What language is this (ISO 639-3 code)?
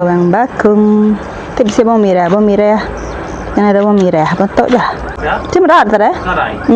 iba